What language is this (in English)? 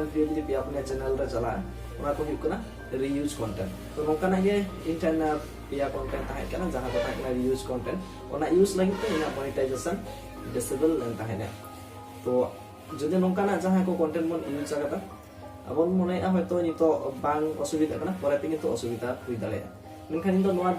Santali